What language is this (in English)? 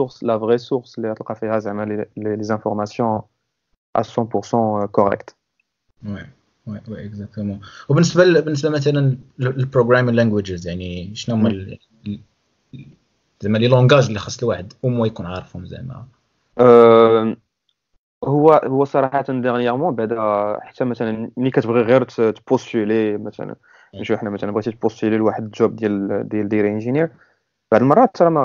Moroccan Arabic